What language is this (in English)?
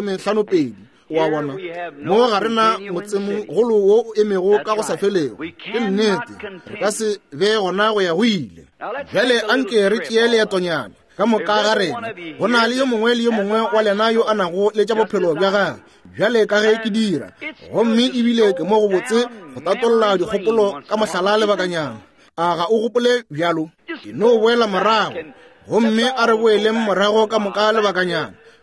Northern Sotho